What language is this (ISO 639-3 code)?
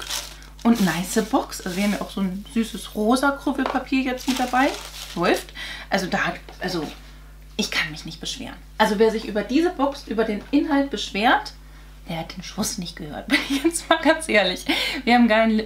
deu